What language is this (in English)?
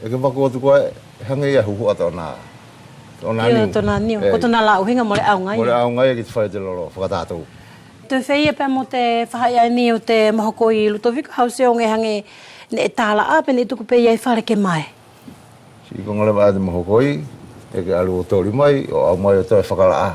Wallisian